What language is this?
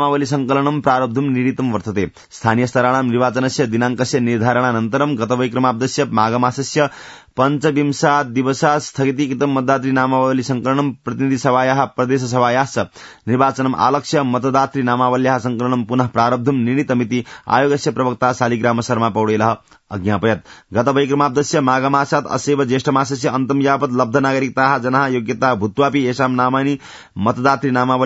Sanskrit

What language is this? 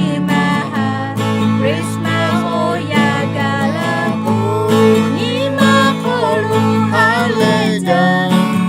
Lahu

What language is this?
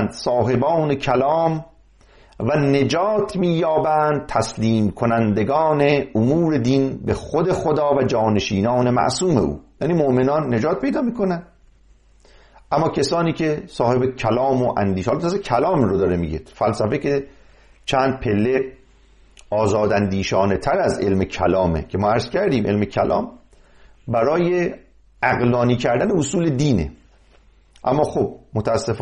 Persian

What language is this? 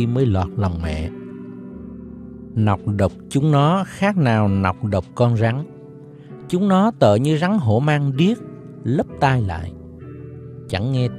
Vietnamese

